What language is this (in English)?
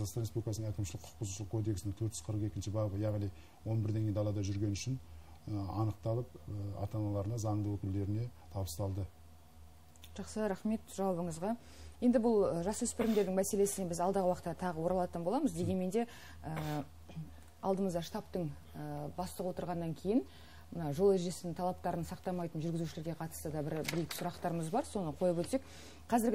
Kazakh